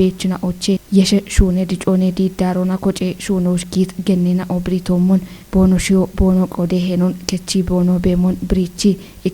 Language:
Kafa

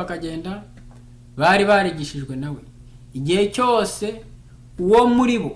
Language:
Kinyarwanda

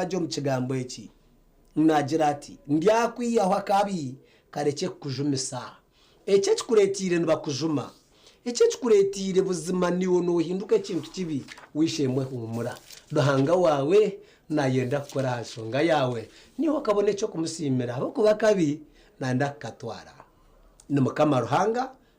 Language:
Nyankole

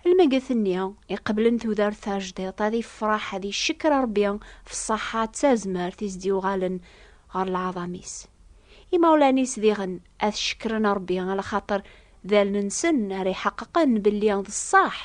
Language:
Kabyle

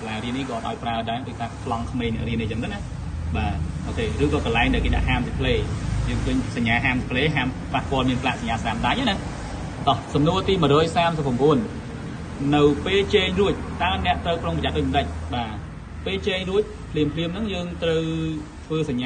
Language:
Khmer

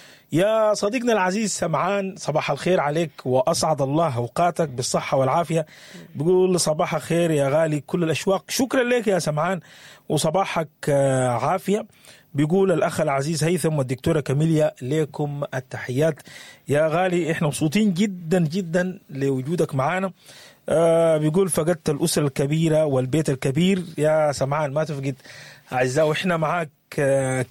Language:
Sudanese Arabic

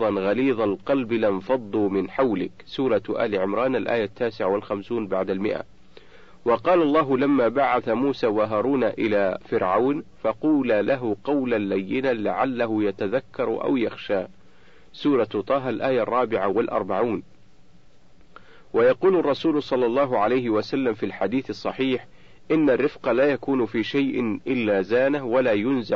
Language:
Arabic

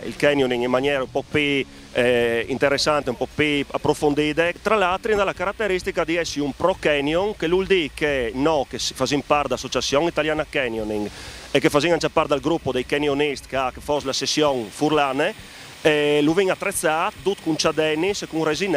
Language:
Friulian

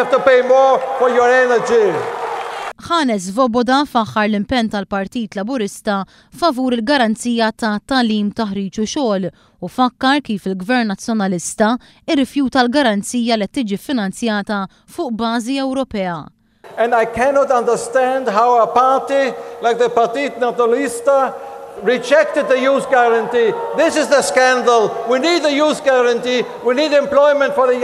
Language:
Maltese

